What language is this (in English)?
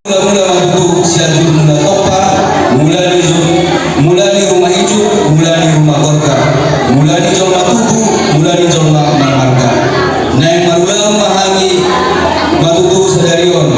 Batak Toba